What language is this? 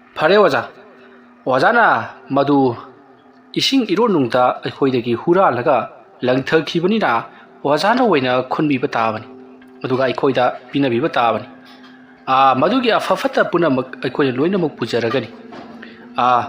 Manipuri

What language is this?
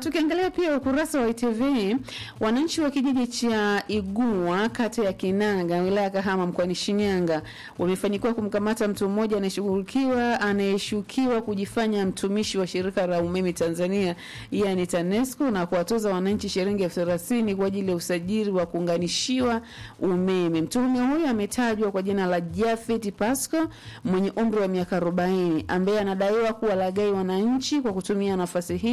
Swahili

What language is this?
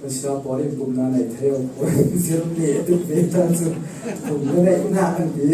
Falam Chin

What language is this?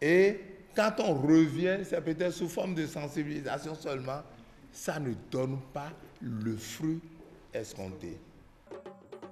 French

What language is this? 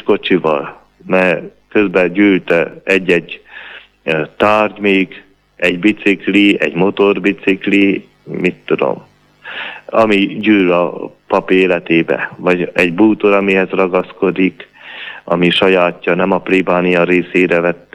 Hungarian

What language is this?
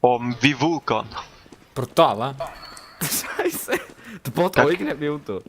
Swiss German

